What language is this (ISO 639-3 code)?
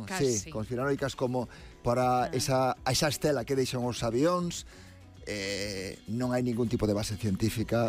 glg